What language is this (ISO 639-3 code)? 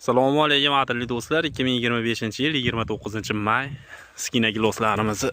uzb